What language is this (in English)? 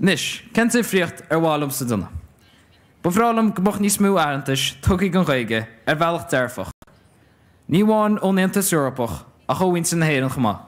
Irish